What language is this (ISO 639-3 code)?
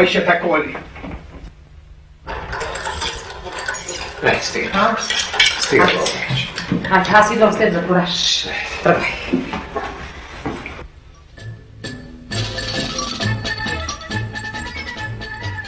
bul